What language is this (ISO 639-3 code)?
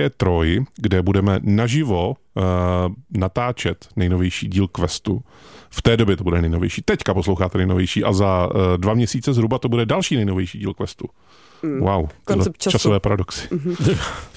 ces